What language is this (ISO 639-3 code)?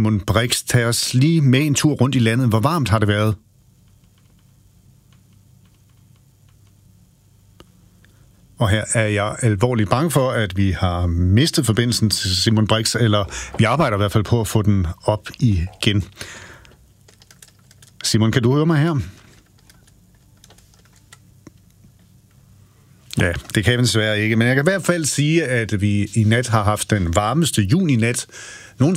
dan